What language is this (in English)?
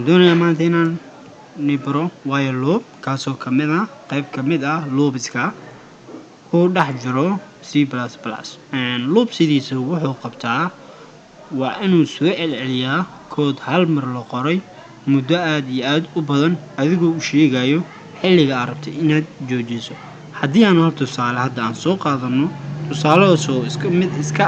Somali